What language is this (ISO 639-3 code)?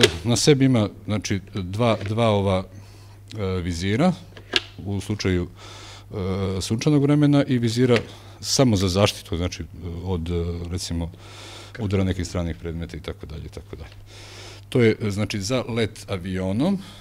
hrv